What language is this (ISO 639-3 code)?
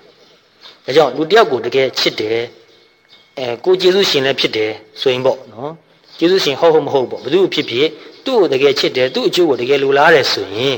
mya